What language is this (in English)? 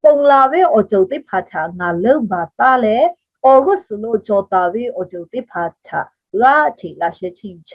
Lahu